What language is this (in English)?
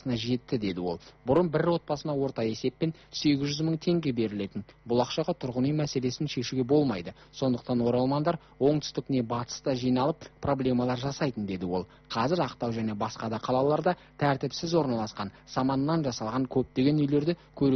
Kazakh